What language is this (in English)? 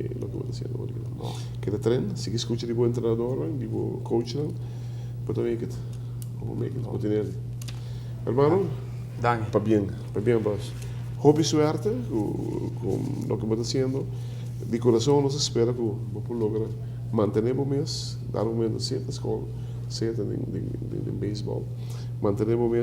Papiamento